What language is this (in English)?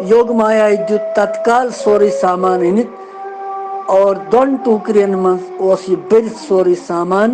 Kashmiri